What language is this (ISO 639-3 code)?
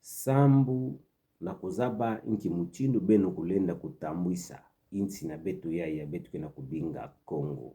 ktu